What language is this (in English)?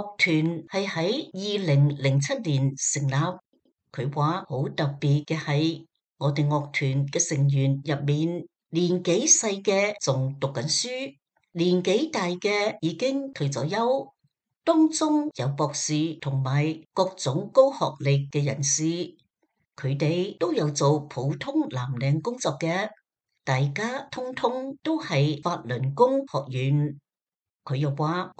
Cantonese